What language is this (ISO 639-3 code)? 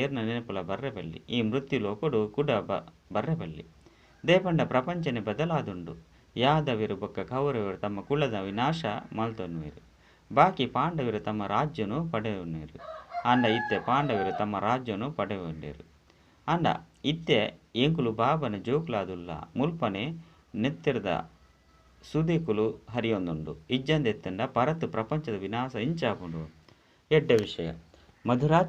tcy